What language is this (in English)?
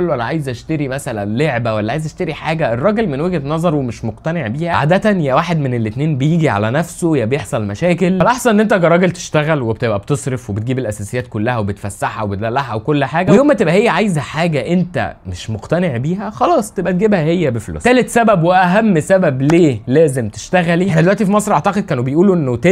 Egyptian Arabic